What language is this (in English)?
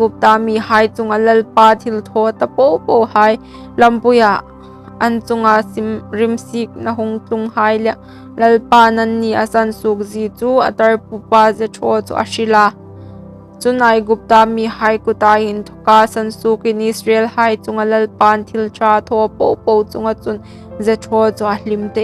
Hmar